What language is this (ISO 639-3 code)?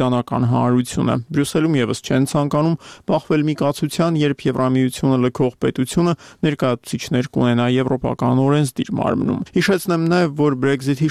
hye